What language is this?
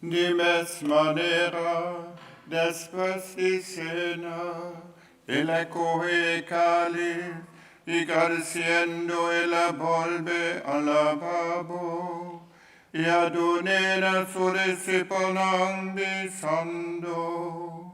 Papiamento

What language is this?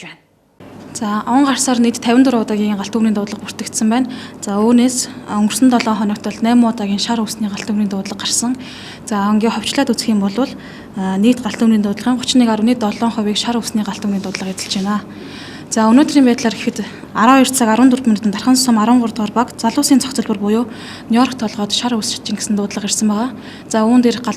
Mongolian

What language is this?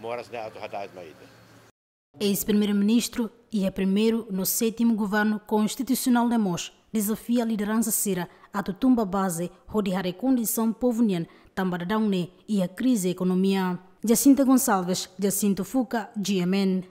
Tetum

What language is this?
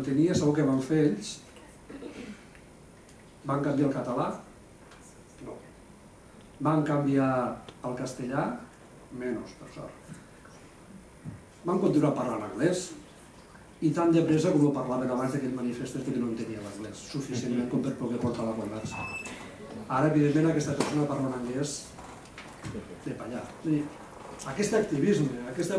Catalan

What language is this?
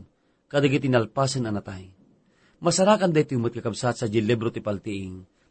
Iloko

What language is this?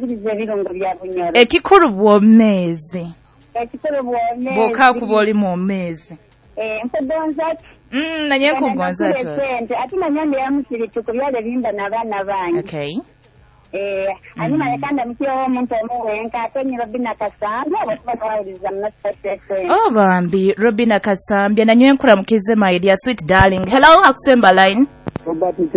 Nyoro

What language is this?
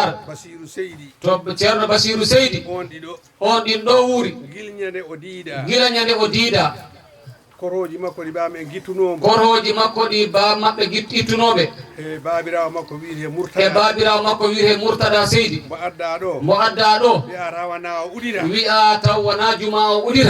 Fula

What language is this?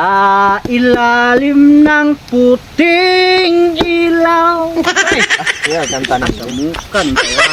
Cebuano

